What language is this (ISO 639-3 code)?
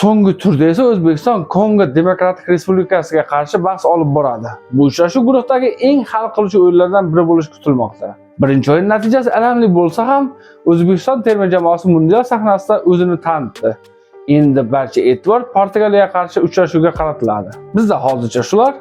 uzb